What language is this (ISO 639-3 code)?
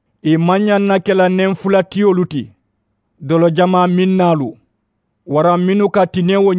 man